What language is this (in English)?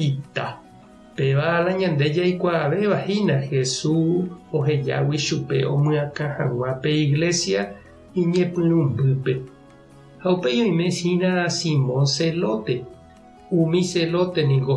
Guarani